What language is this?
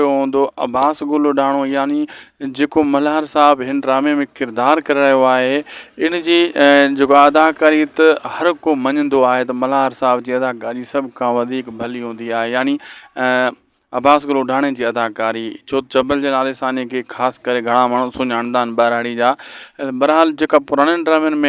Sindhi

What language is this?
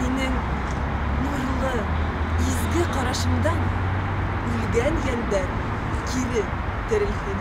Bashkir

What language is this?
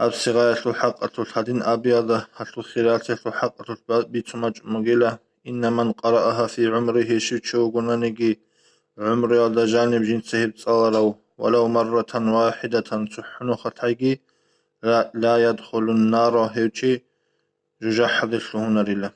Avaric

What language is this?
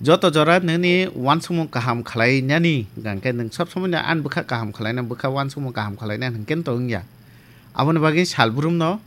Kok Borok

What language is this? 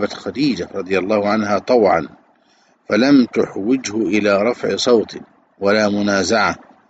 Arabic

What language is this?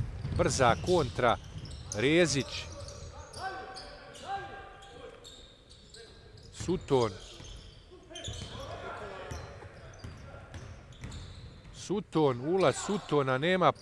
Bosnian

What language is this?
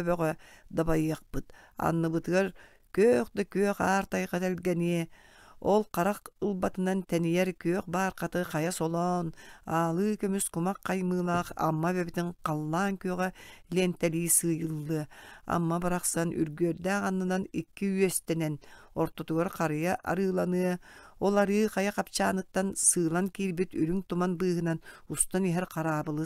Yakut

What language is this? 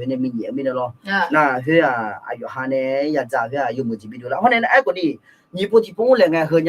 Akha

